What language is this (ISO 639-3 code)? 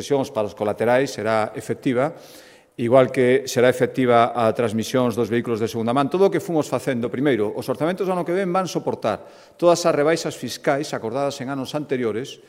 glg